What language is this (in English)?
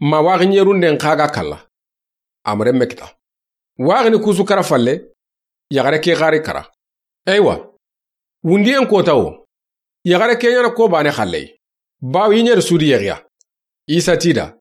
Soninke